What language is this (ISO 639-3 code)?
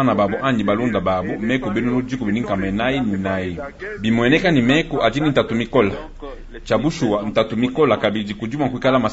lua